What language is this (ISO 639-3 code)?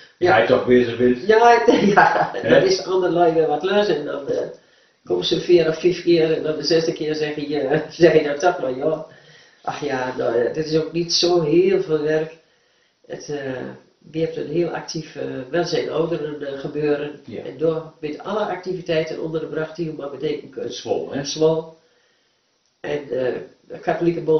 nld